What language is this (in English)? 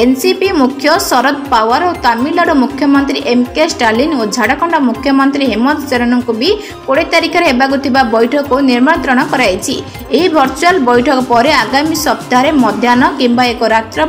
Odia